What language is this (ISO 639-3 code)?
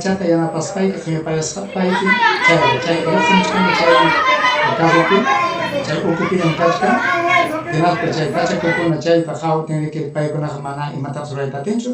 quy